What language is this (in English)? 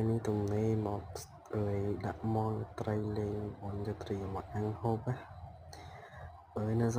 Khmer